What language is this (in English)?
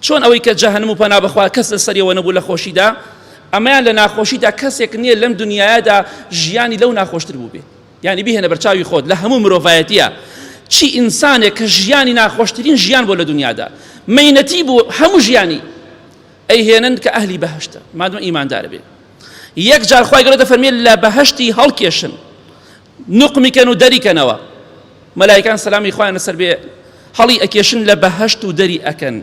Central Kurdish